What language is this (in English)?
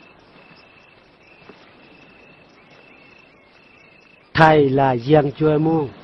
Eastern Bru